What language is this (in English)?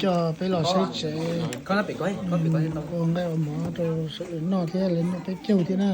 Hmong